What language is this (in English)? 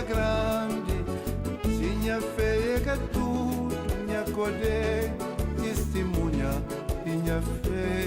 Kabuverdianu